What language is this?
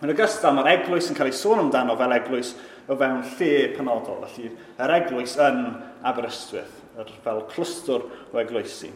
Welsh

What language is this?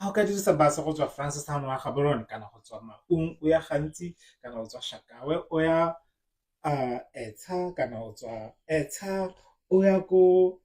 Tswana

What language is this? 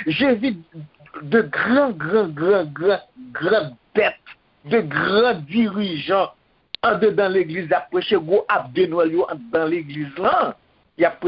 Haitian Creole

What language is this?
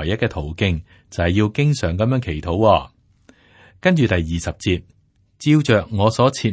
Cantonese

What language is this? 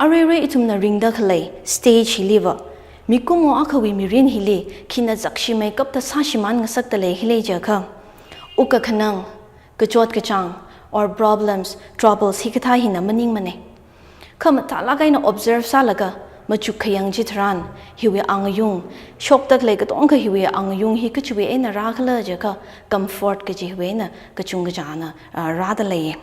Tangkhul Naga (India)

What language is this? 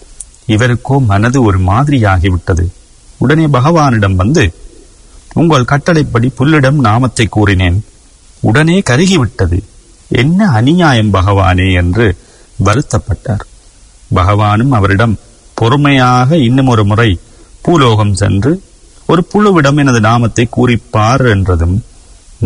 Tamil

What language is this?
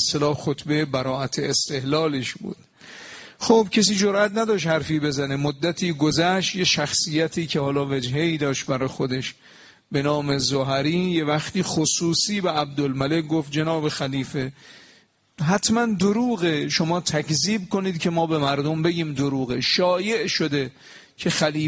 Persian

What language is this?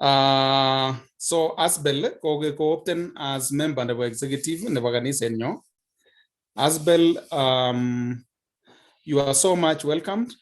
Kalenjin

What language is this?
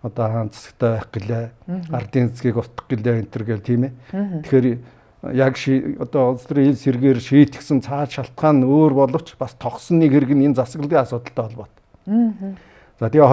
Mongolian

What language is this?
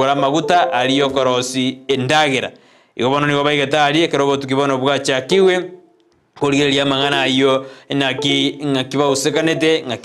Gusii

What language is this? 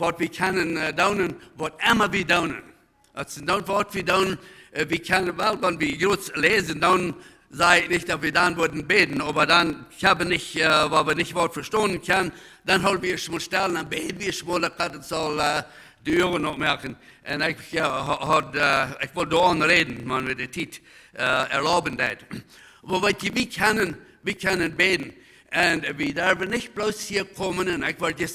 Plautdietsch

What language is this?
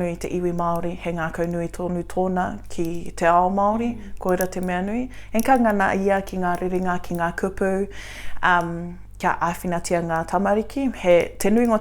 Māori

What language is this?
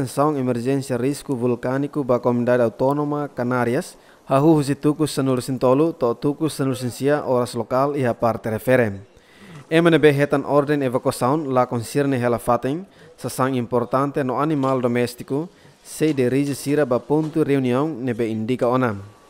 Tetum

